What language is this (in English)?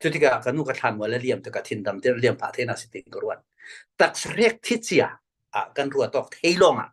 Falam Chin